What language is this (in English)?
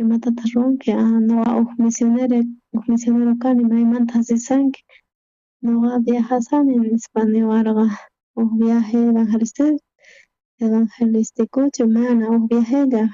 South Bolivian Quechua